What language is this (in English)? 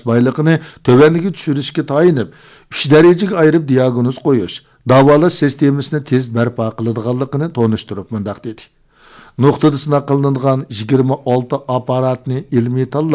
Uyghur